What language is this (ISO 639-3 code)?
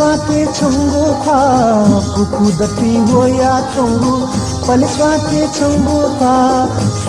new